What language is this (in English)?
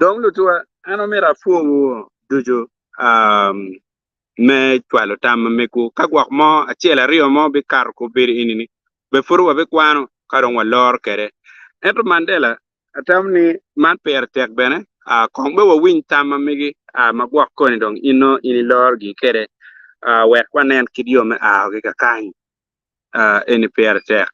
Acoli